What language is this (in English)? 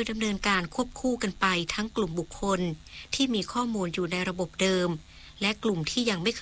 Thai